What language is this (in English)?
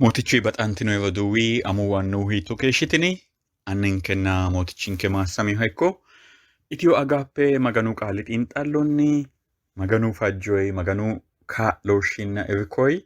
Sidamo